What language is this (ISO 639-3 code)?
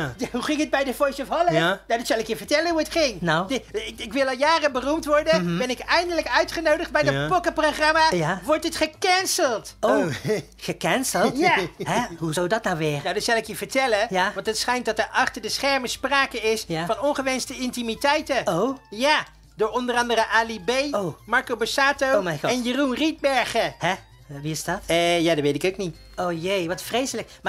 nld